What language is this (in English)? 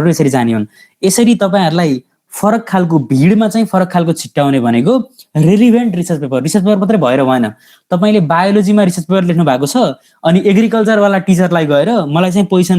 Nepali